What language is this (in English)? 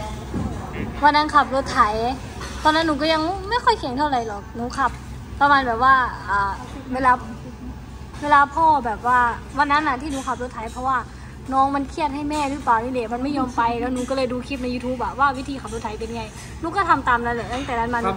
Thai